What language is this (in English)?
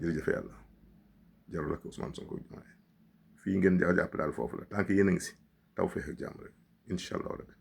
Wolof